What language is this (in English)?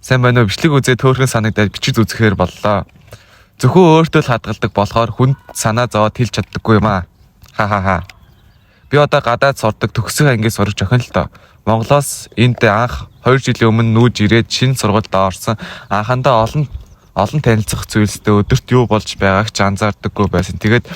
Mongolian